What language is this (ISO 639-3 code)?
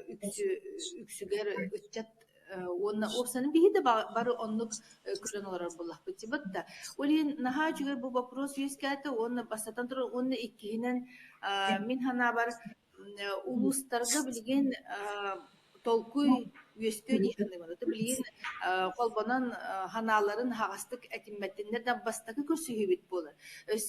sah